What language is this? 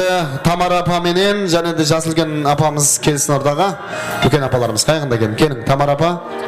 Kara-Kalpak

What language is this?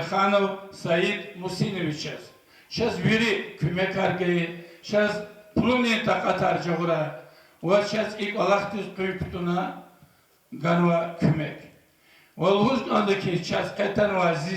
Lezghian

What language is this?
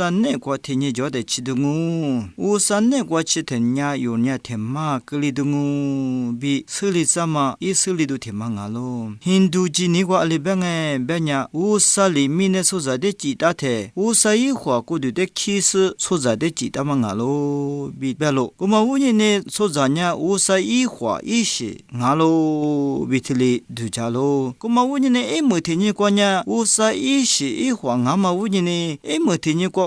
Lisu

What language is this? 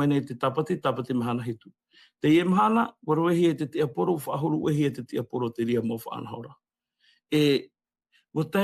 Tahitian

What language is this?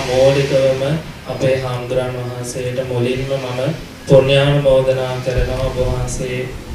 Sinhala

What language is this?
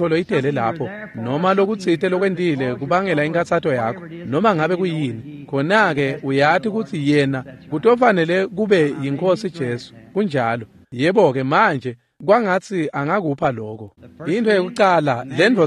Swati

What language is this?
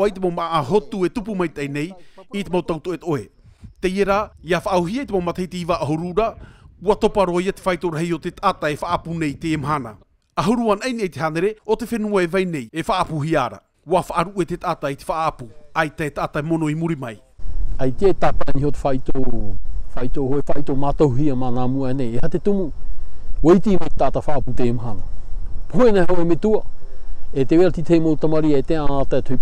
Tahitian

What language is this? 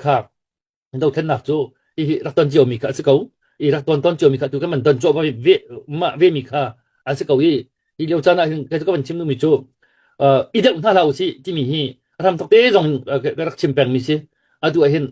Hakha Chin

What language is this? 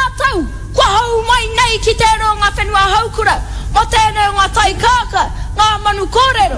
Māori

